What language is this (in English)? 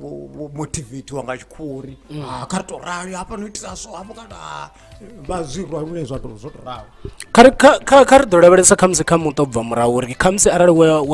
Venda